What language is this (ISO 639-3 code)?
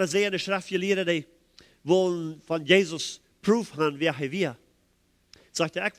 pdt